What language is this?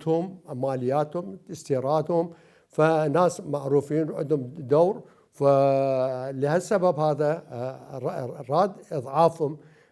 Mesopotamian Arabic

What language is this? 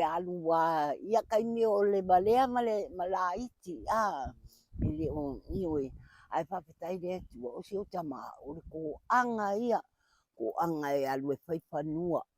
Samoan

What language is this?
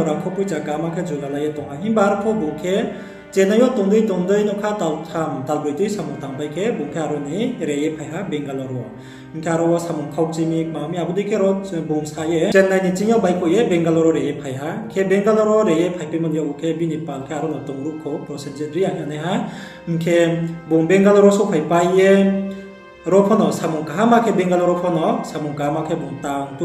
Riang (India)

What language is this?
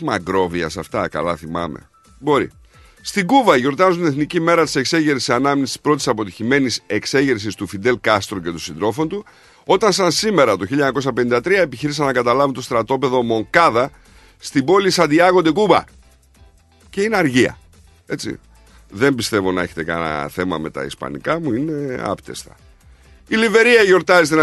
Greek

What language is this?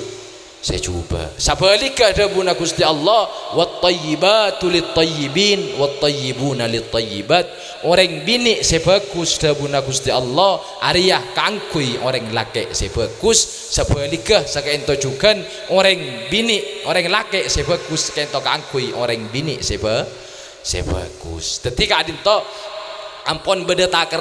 Madurese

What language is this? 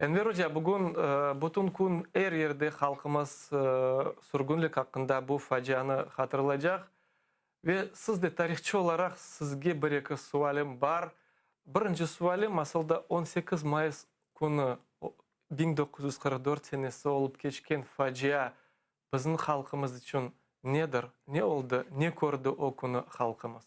Crimean Tatar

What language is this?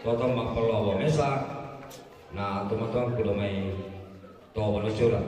Toraja-Sa'dan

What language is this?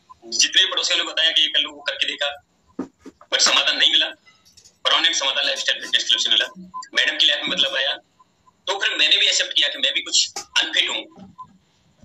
Hindi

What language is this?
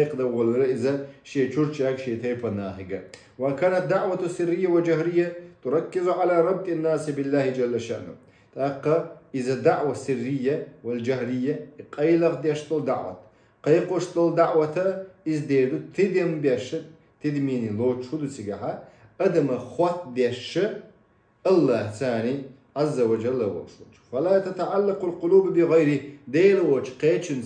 Chechen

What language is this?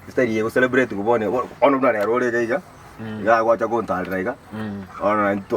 Gusii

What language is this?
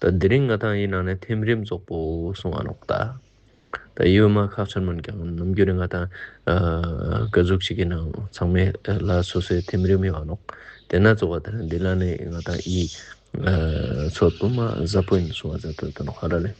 Ladakhi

